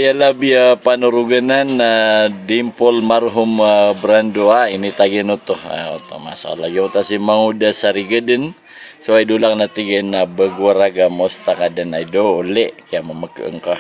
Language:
Maranao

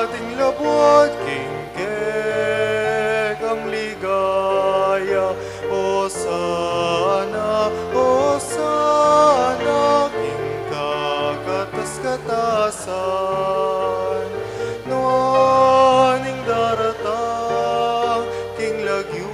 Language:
Pampanga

